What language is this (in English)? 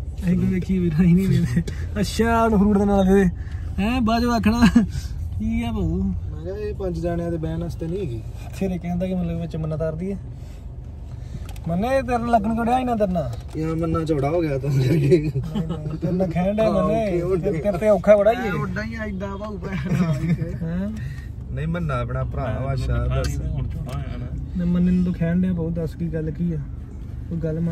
Punjabi